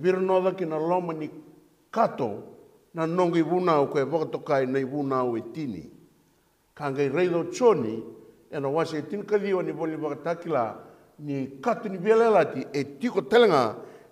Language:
Fijian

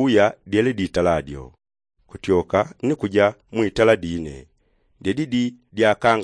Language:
Yao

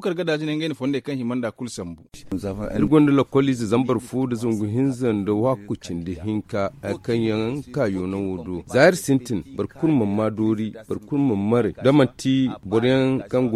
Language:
Zarma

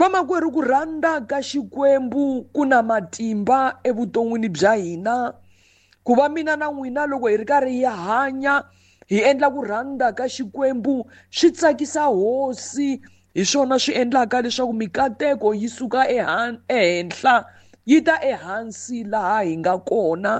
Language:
Tsonga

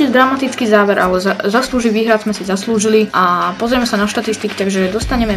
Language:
Slovak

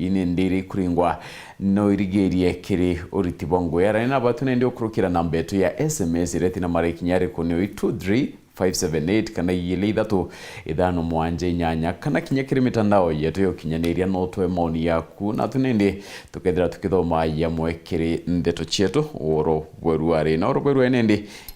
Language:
Meru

